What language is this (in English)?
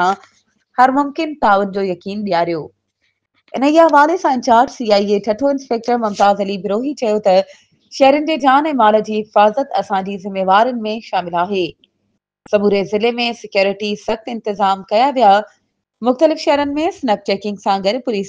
Sindhi